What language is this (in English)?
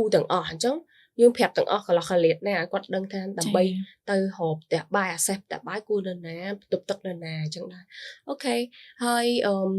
Khmer